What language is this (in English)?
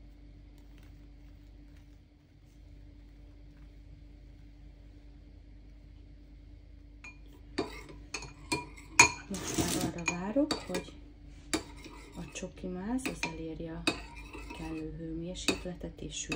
Hungarian